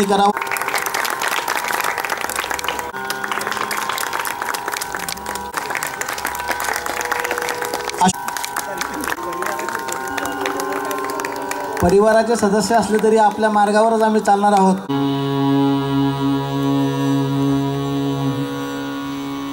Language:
Marathi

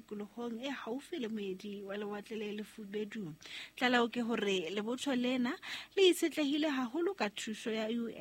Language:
Southern Sotho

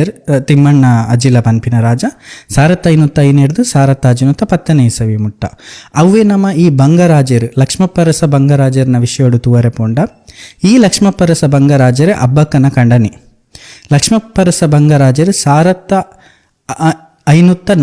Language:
Tulu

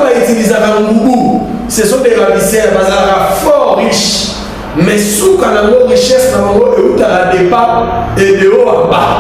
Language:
Lingala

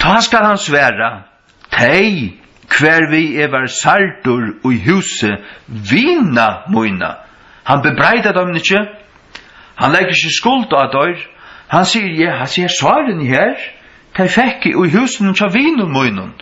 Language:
Faroese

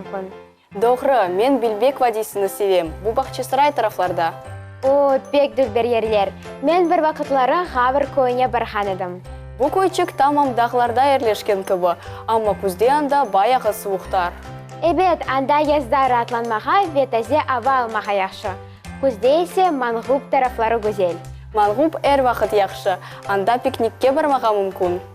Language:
Crimean Tatar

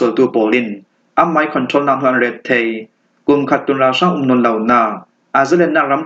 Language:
Falam Chin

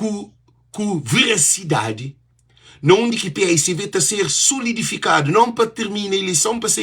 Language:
Kabuverdianu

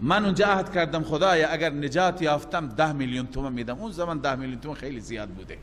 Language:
Persian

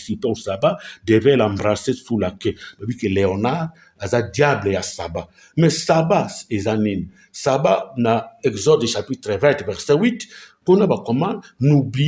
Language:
Lingala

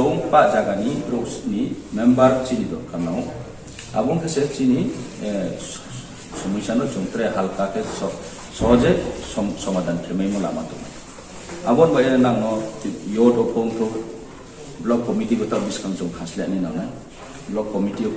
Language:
Riang (India)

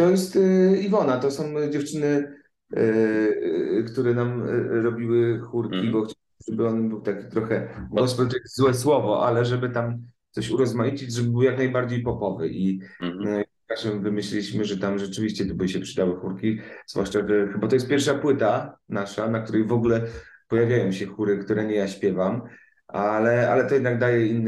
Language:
Polish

